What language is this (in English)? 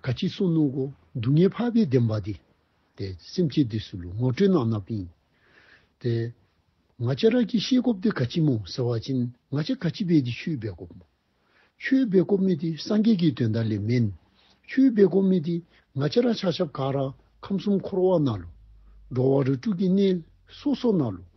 Dzongkha